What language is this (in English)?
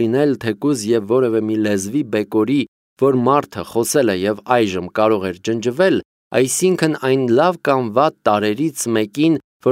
Armenian